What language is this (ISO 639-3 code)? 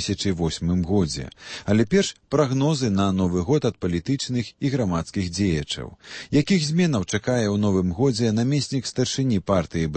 bel